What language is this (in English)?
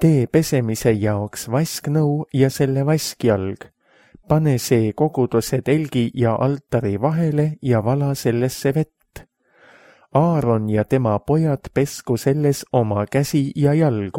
Estonian